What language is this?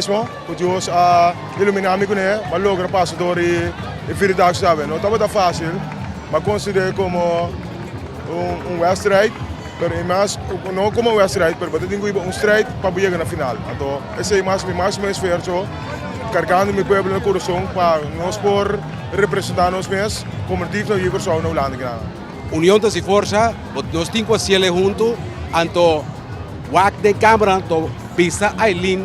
Papiamento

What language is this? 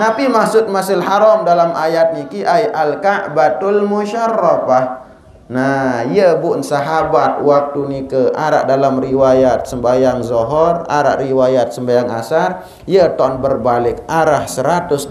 Sasak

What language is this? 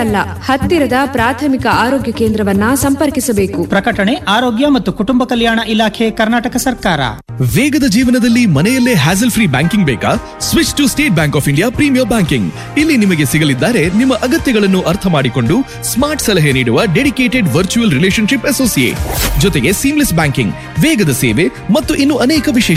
Kannada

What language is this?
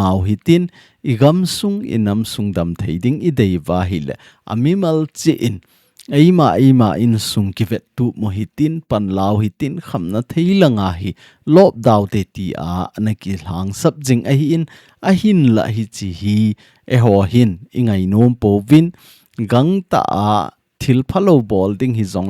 Thado Chin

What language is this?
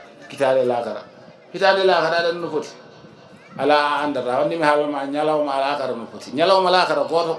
Fula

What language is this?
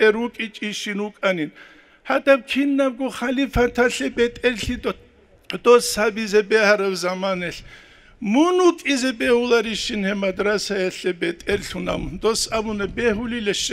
Avaric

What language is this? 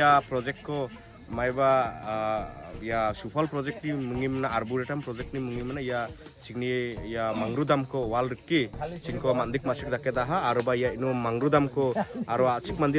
Garo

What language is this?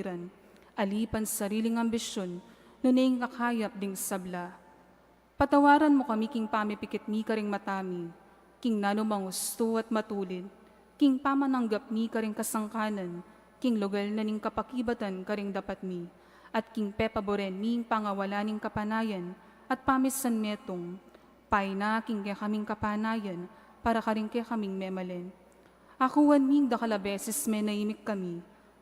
Pampanga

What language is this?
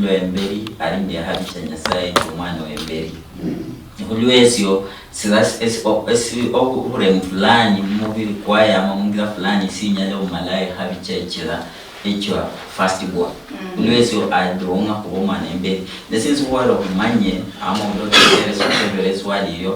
Luyia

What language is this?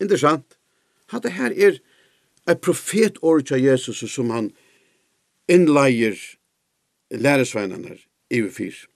Faroese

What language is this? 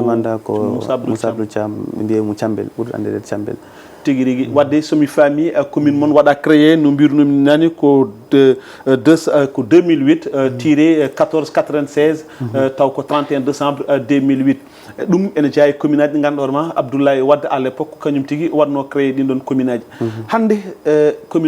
Fula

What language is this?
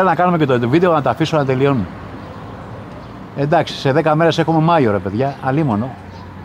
Greek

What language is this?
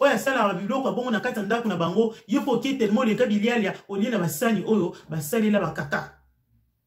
Lingala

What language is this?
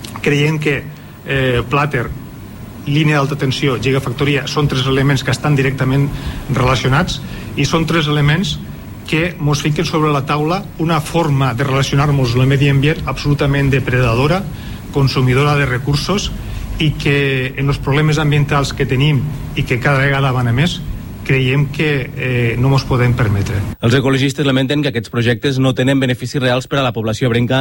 Catalan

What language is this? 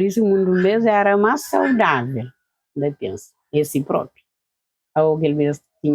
Kabuverdianu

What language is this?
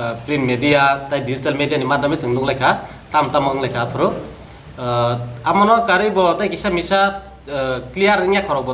Kok Borok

